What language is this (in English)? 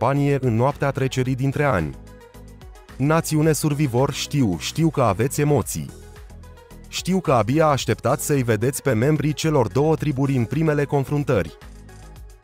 Romanian